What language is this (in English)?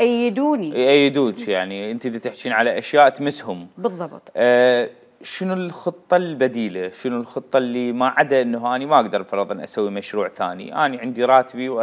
Mesopotamian Arabic